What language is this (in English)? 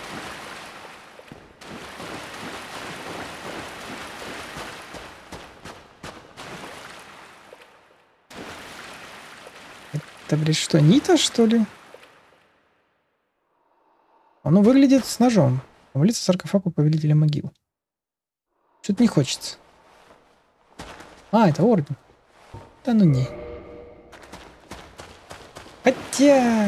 Russian